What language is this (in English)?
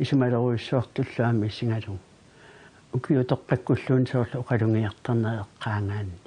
Kalaallisut